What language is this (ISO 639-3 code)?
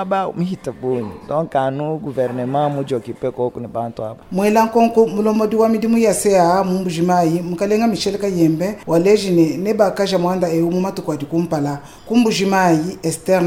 lua